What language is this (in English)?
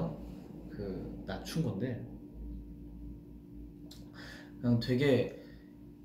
Korean